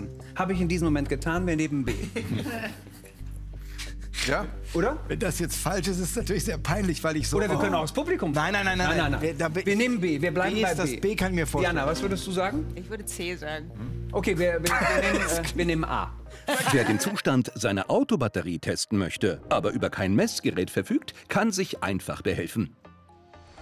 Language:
German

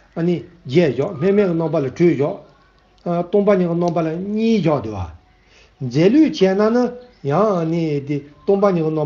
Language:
Tibetan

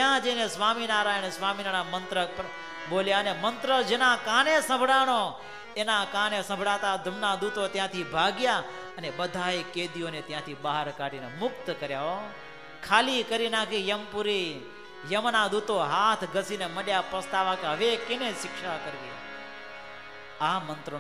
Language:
Gujarati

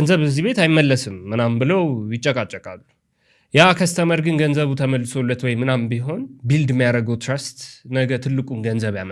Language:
Amharic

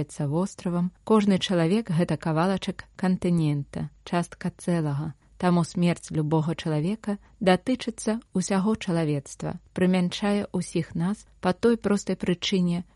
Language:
Belarusian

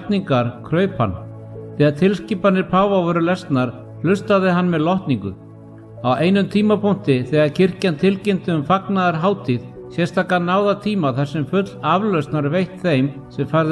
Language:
Icelandic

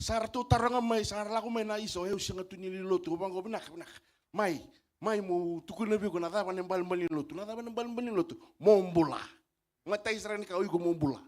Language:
Fijian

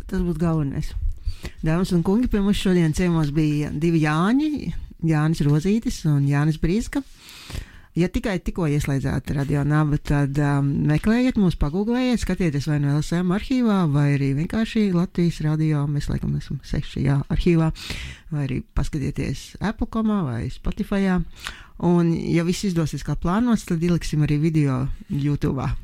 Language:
Latvian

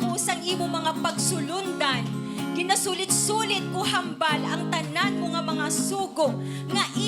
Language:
Hiligaynon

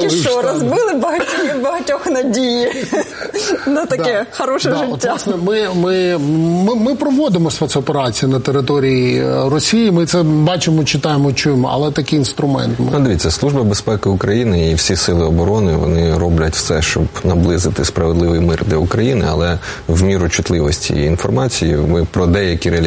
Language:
Ukrainian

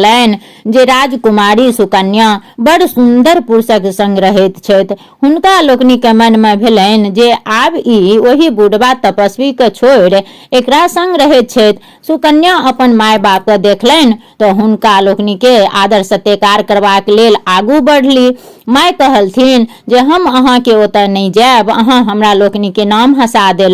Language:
Maithili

